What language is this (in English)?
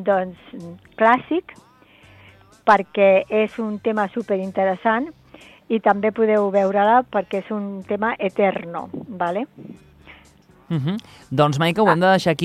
Catalan